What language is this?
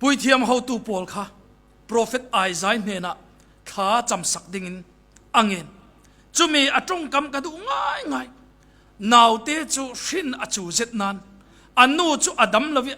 Falam Chin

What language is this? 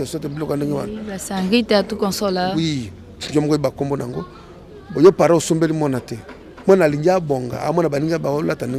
Lingala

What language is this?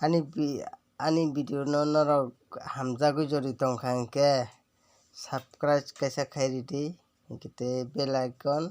Kok Borok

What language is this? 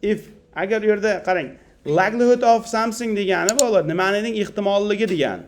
Uzbek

